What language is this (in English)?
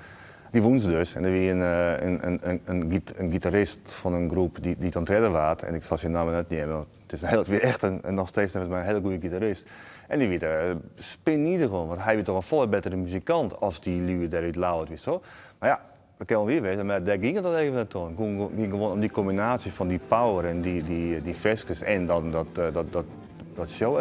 Western Frisian